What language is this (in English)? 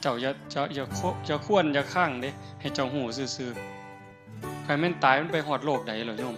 Northeastern Thai